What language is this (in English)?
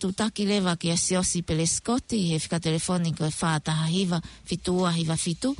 Tongan